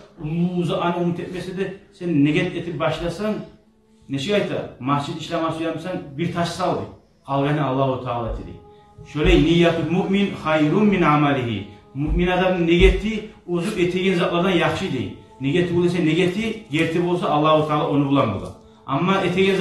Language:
Kumyk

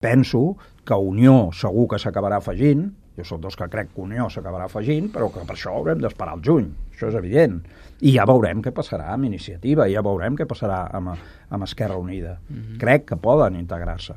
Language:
Catalan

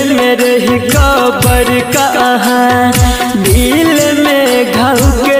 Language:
Bhojpuri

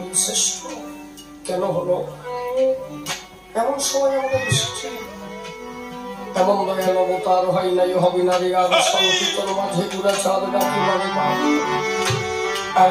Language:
Bangla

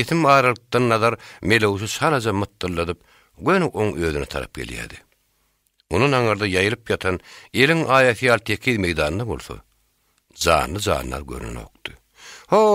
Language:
Turkmen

